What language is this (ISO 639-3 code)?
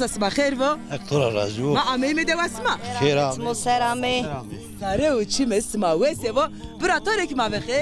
zza